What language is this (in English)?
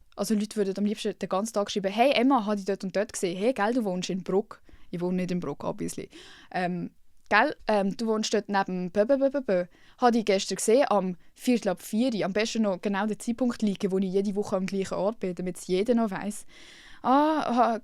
Swiss German